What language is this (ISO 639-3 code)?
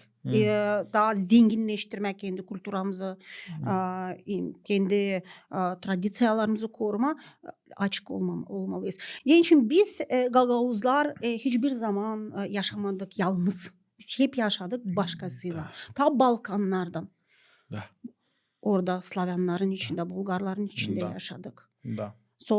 gag